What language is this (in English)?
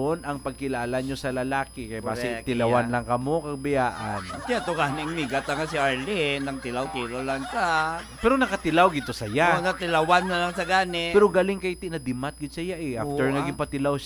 Hiligaynon